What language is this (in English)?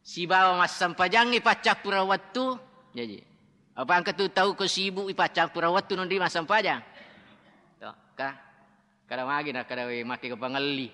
Buginese